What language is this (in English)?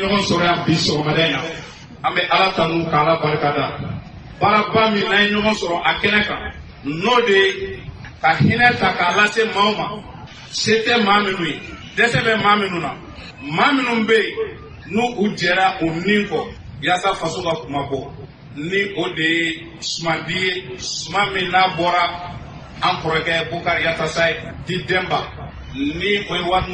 Bambara